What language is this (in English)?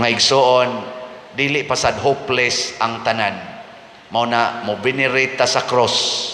Cebuano